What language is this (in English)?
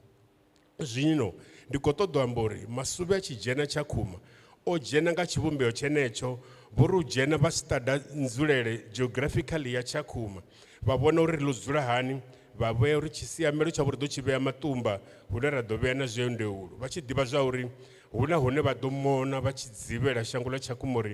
Venda